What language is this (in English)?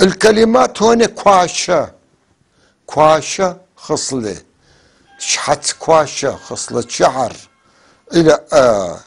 North Levantine Arabic